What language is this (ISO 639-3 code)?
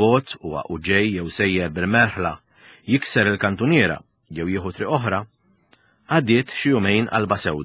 mlt